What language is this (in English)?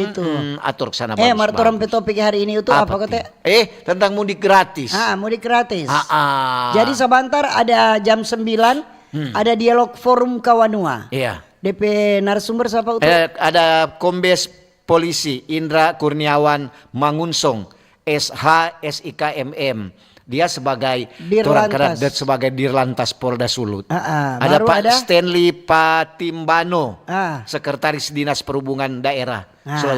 Manado Malay